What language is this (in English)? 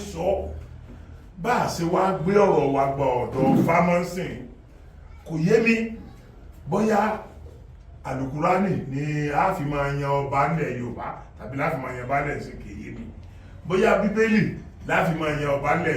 Yoruba